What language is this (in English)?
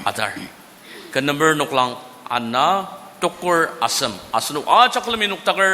Ao Naga